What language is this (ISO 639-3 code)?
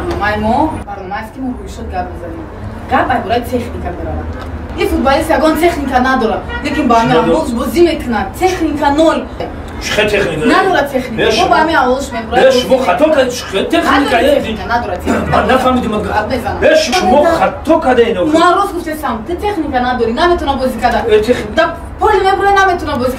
tgk